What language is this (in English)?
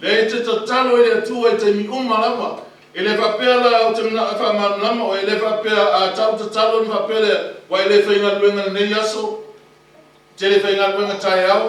Samoan